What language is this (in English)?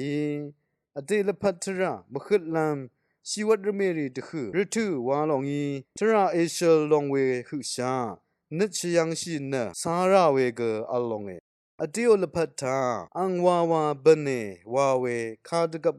Rawang